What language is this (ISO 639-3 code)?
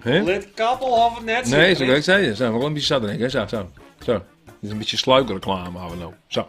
fry